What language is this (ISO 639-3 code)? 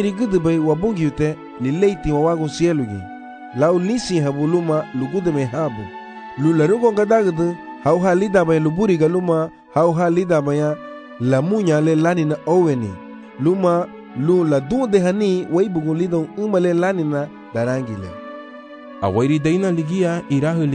cab